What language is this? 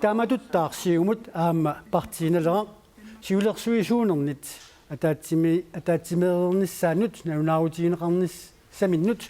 Kalaallisut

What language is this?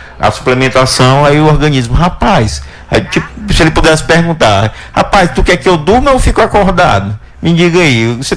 Portuguese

